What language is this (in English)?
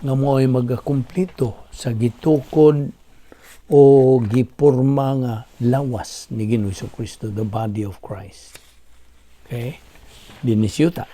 Cebuano